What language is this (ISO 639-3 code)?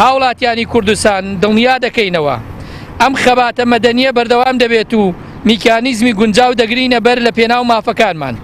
ckb